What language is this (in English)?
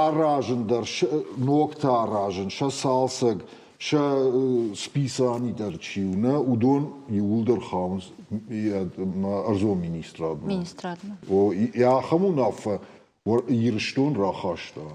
Ossetic